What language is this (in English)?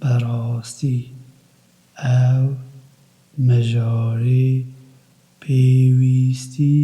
Kurdish